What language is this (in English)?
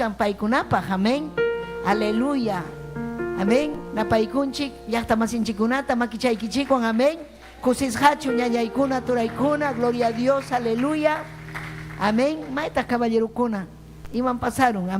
Ayacucho Quechua